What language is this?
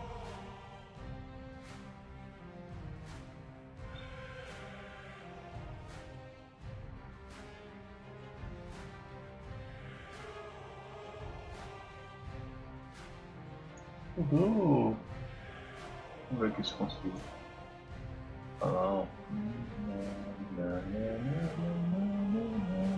Portuguese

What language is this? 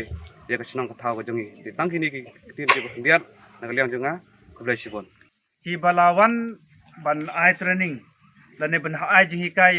Khasi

